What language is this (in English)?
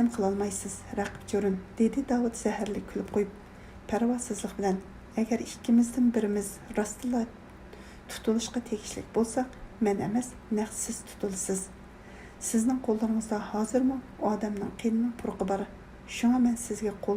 Uyghur